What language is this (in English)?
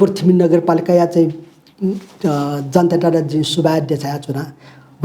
Newari